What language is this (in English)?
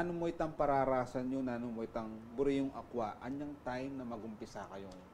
Pampanga